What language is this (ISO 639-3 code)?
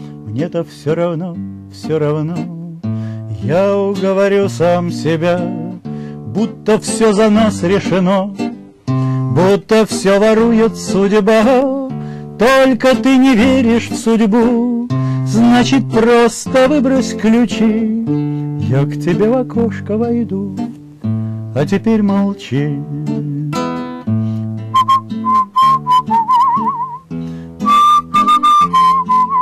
rus